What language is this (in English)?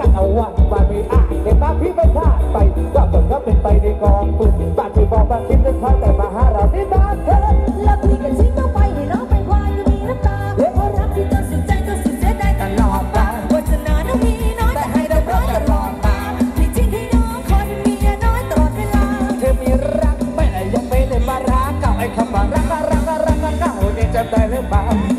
Thai